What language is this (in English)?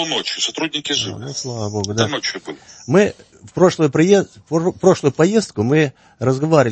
Russian